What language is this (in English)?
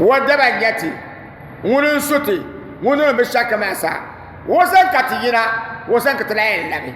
Dagbani